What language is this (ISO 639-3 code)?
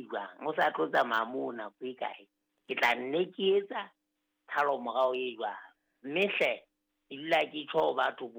sot